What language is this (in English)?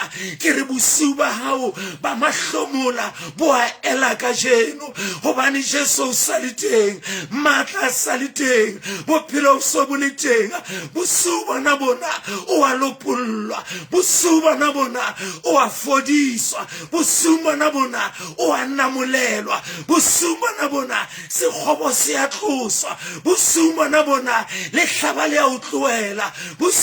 Southern Sotho